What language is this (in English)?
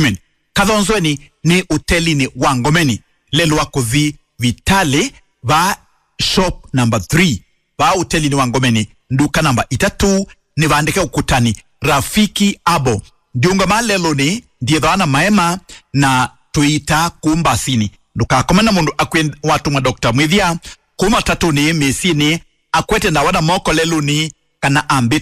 Kamba